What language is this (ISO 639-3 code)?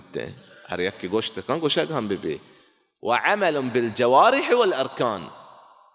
bal